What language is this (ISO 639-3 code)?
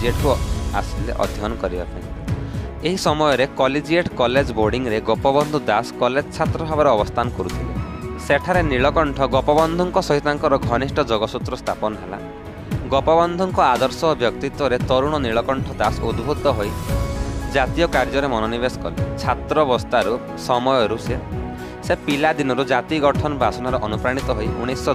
ori